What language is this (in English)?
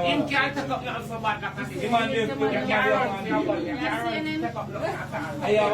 Jamaican Creole English